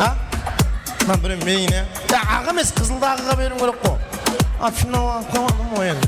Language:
Kara-Kalpak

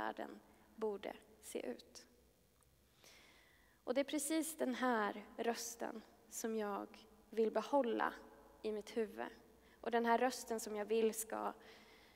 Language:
Swedish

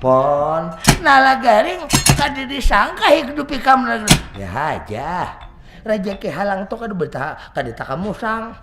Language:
Banjar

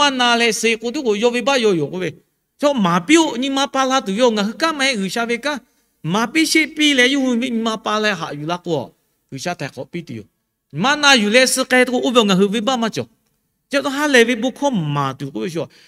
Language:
Lahu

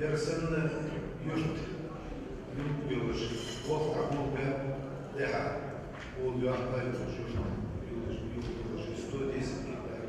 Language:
Ingush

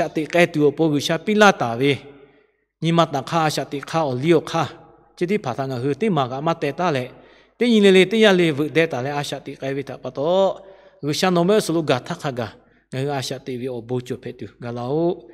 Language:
Lahu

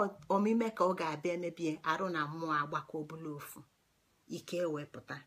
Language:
Igbo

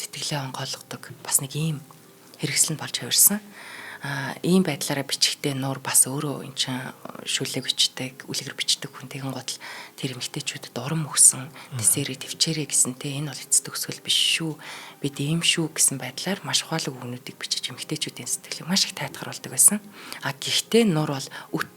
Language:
Mongolian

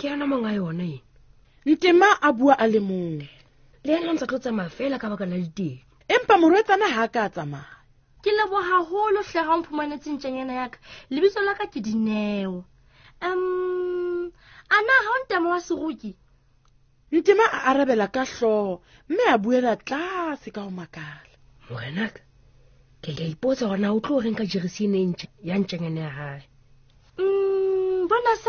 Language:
Southern Sotho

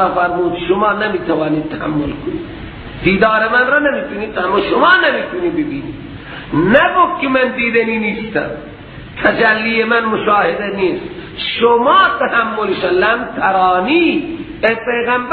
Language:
Persian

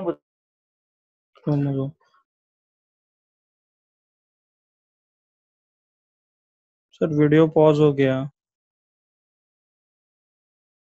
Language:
Hindi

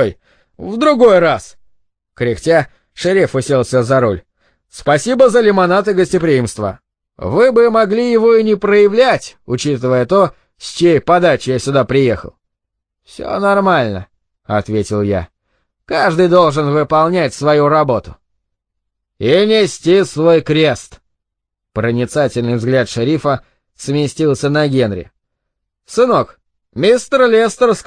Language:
Russian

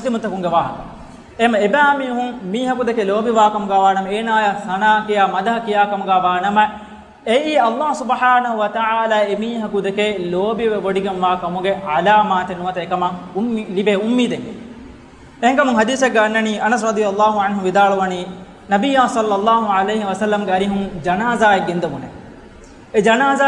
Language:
Divehi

